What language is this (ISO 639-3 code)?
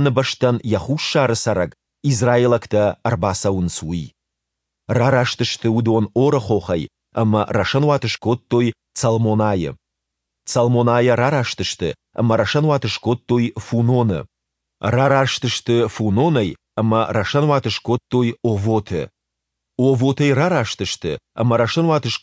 oss